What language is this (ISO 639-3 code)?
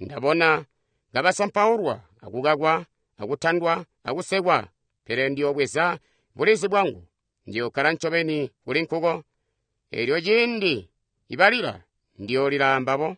toi